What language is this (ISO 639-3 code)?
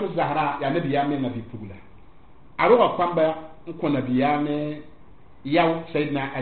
mos